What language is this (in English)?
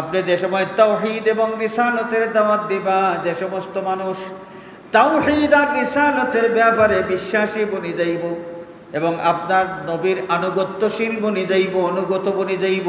Sylheti